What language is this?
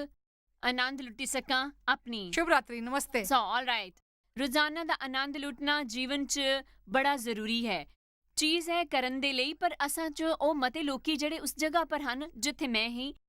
Dogri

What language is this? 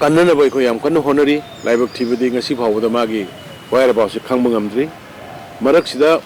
Manipuri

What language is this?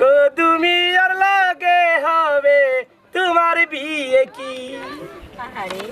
Sylheti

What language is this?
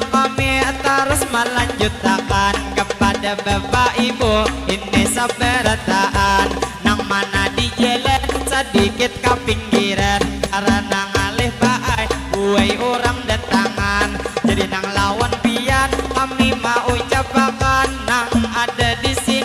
Banjar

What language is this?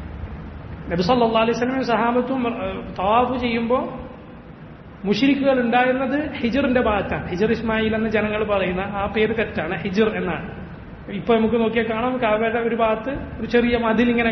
Malayalam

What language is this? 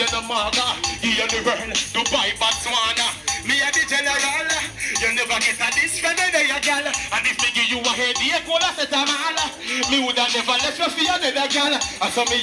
Jamaican Creole English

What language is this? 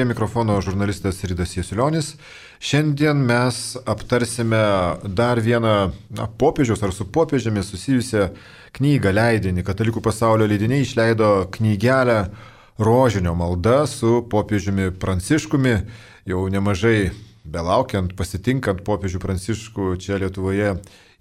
Lithuanian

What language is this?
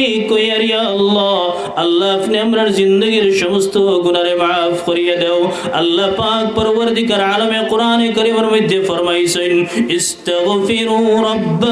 Sylheti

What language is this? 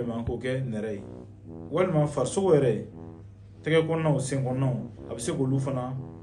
Bambara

